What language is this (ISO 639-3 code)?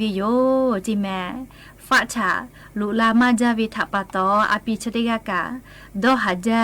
lhu